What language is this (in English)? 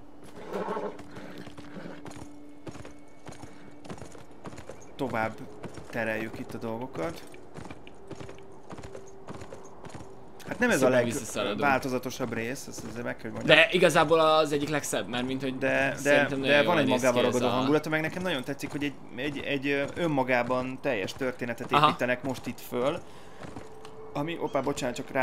Hungarian